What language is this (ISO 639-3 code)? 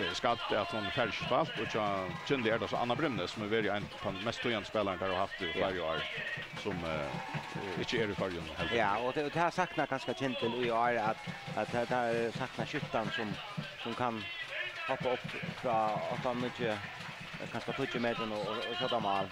fao